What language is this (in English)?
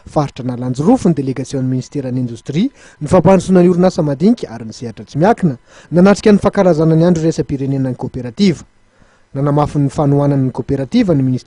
Malagasy